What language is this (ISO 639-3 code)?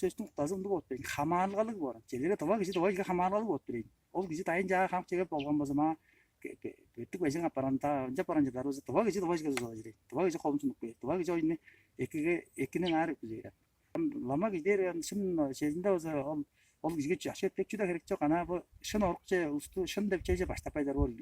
tyv